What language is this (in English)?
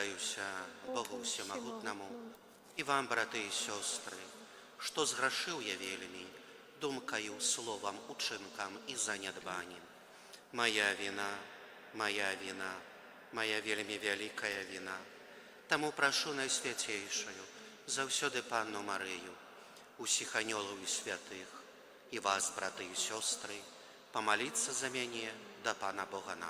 Belarusian